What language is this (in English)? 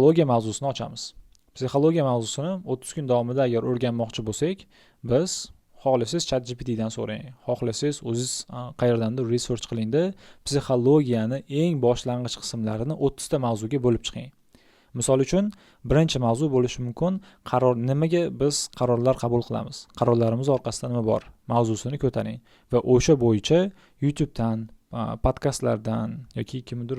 Uzbek